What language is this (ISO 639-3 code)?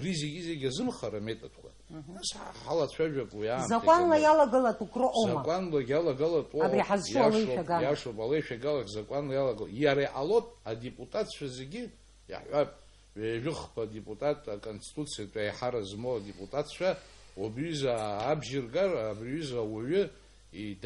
abk